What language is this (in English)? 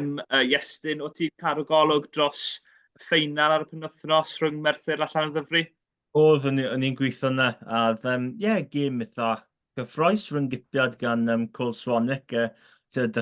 Welsh